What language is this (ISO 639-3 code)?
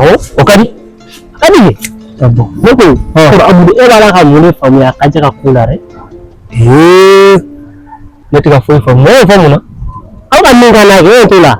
bam